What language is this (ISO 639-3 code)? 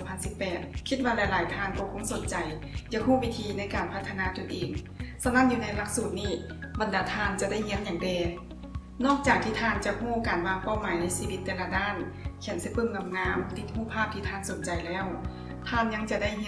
lao